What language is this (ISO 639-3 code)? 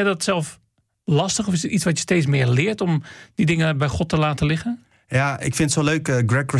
nld